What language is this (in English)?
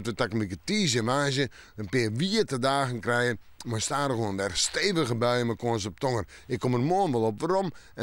Western Frisian